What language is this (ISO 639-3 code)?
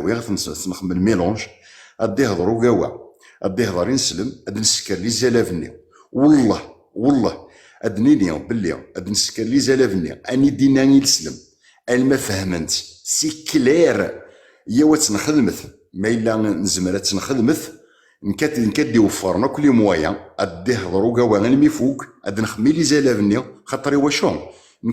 kab